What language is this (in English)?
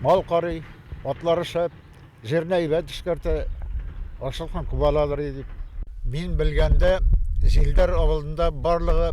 Bashkir